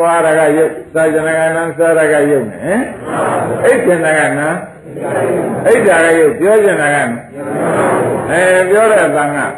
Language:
Burmese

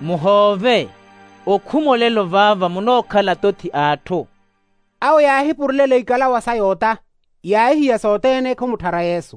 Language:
Makhuwa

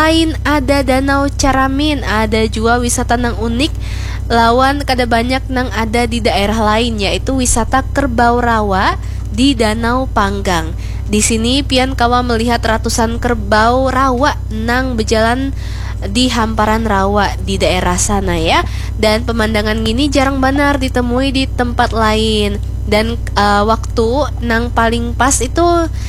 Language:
Banjar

